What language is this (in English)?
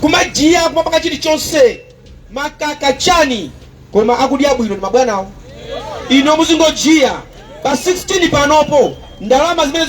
Nyanja